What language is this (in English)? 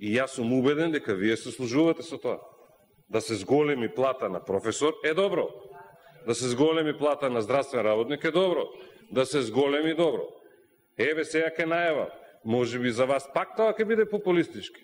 Macedonian